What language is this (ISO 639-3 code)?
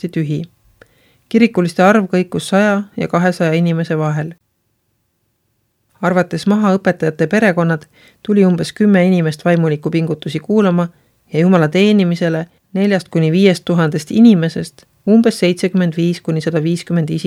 est